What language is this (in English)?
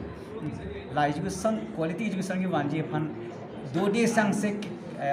Karbi